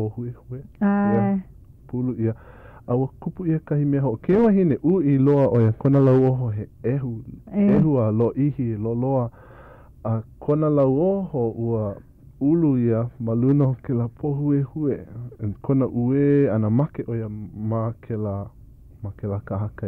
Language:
Hawaiian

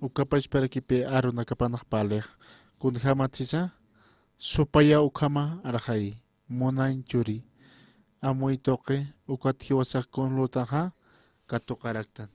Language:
Aymara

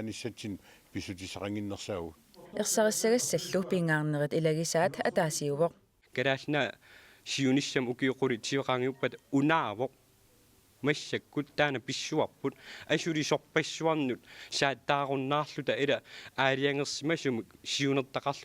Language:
Kalaallisut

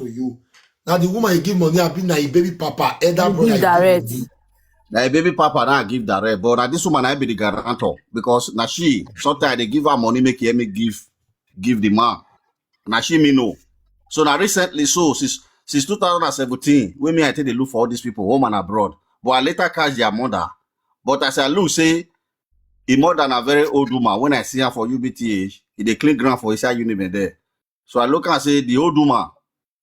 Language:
Nigerian Pidgin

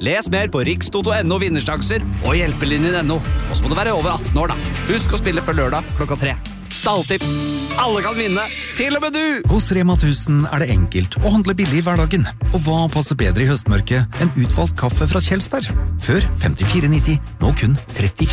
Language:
Norwegian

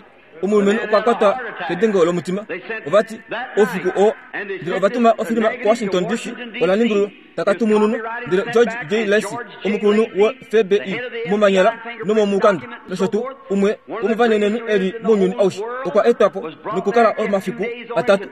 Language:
Kuanyama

